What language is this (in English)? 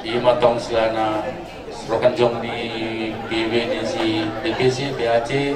Batak Toba